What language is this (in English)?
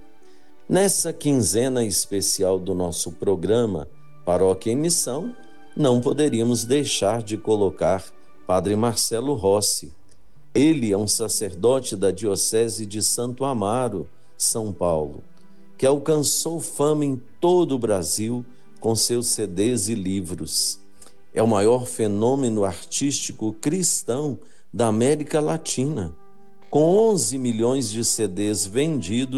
Portuguese